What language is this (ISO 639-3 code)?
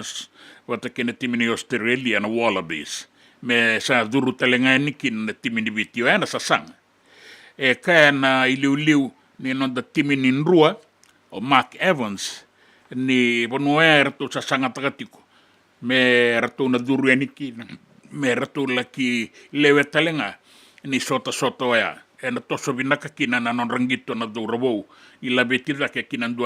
fij